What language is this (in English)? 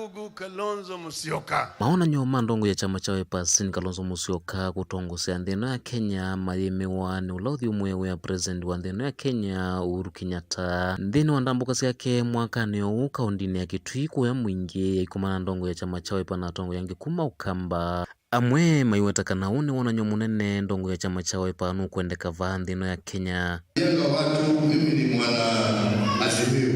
Kamba